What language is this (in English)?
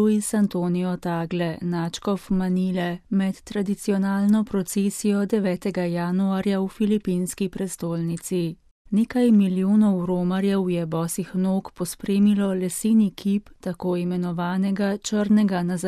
Slovenian